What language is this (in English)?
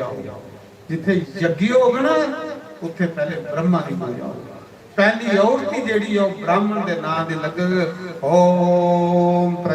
Dogri